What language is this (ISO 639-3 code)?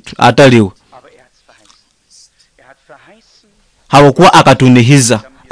nyo